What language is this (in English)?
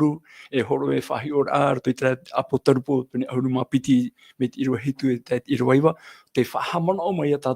Tahitian